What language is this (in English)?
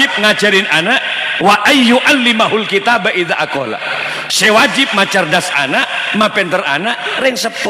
Madurese